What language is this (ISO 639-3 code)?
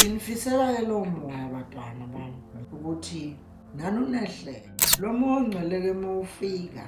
zul